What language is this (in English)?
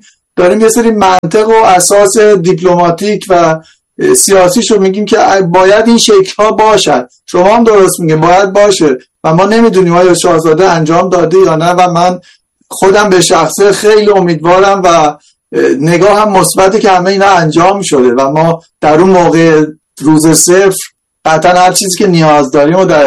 Persian